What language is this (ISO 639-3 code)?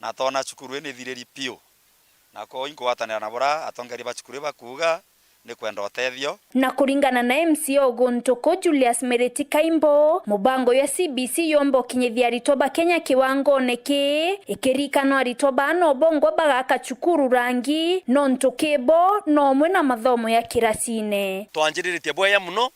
mer